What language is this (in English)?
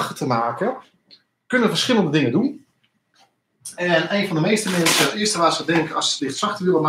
Dutch